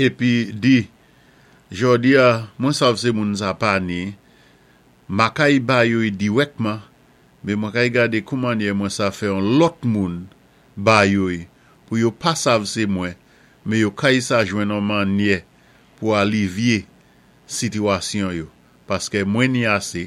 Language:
Saint Lucian Creole French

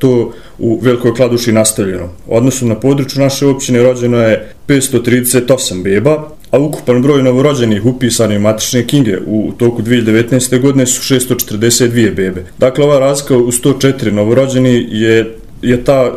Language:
Bosnian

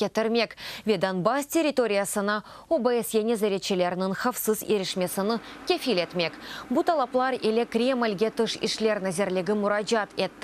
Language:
Crimean Tatar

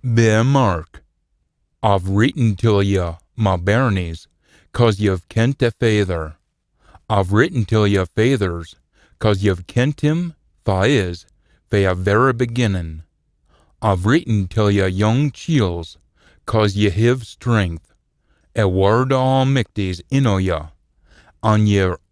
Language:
Scots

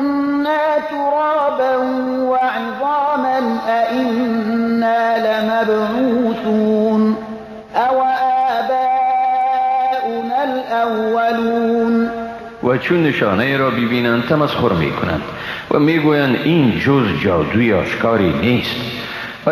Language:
Persian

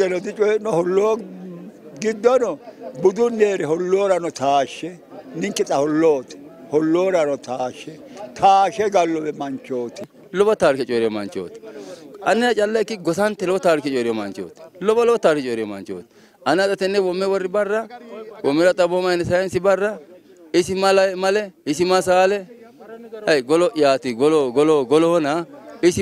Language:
Sidamo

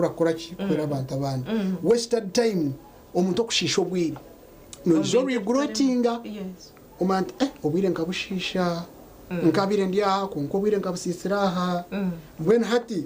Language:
Nyankole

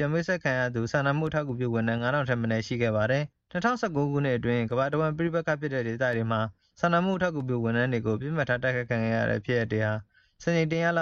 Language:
Burmese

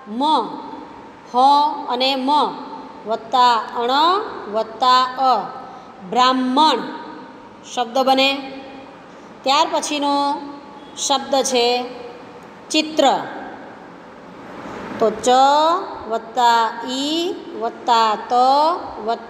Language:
Gujarati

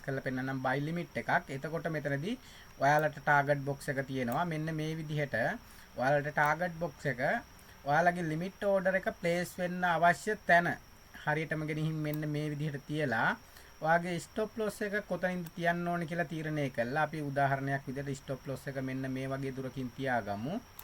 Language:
Sinhala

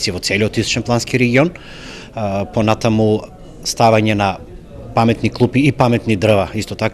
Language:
Macedonian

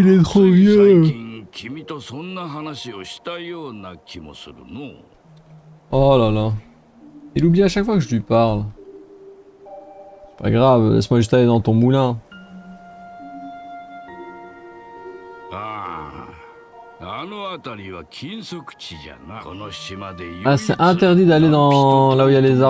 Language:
French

